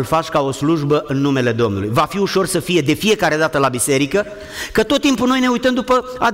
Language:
Romanian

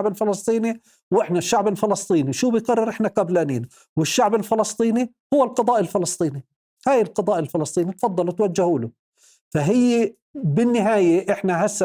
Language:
North Levantine Arabic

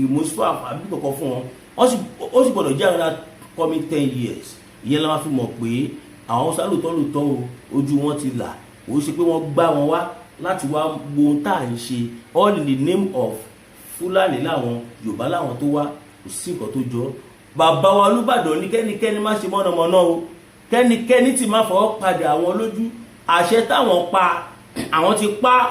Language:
Yoruba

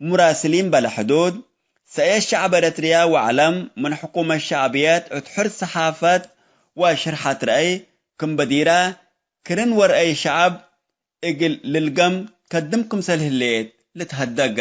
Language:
Tigre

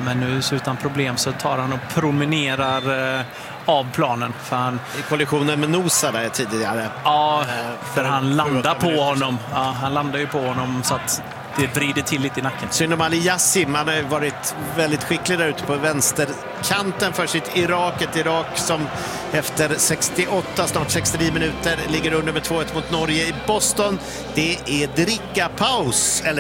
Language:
Swedish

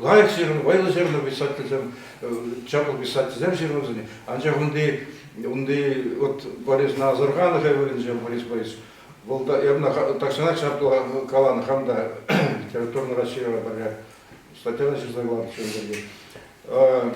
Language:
Chuvash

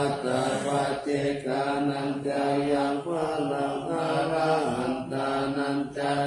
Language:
Pali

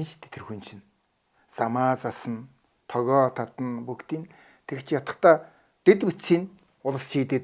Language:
Mongolian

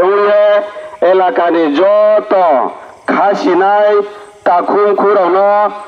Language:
Riang (India)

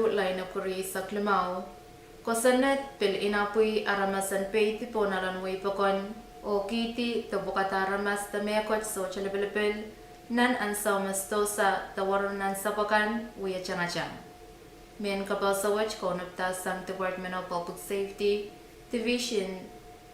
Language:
Pohnpeian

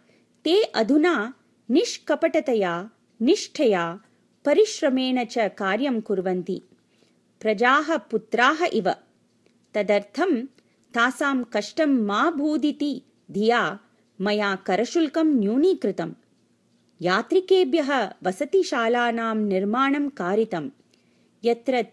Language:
Sanskrit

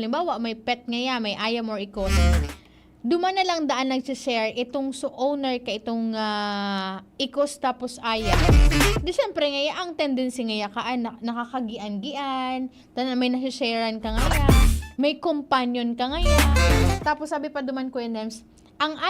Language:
Bikol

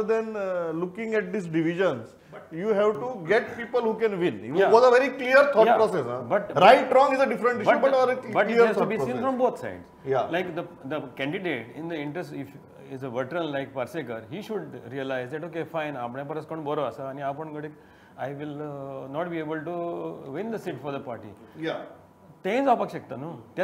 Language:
Konkani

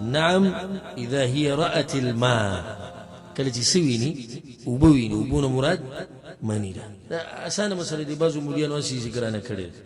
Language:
Pashto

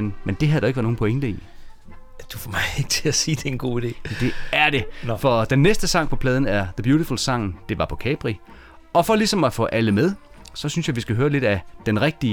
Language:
Danish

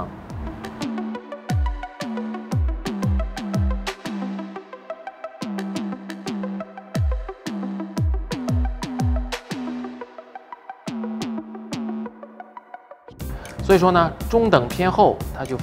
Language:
Chinese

